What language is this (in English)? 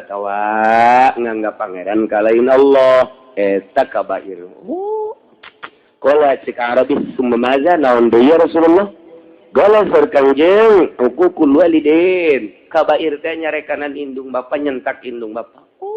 Sundanese